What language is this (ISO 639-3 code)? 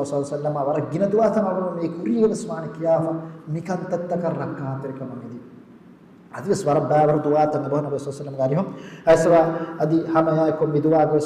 div